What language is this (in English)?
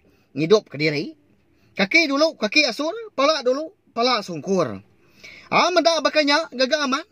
Iban